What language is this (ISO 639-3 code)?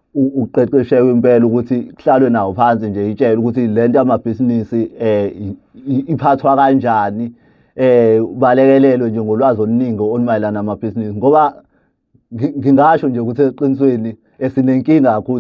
zul